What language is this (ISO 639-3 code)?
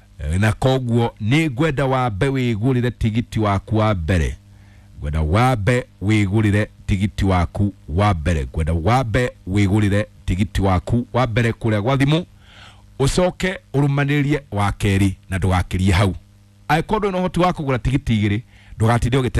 kik